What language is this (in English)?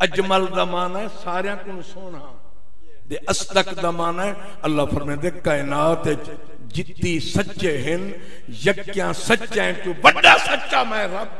Saraiki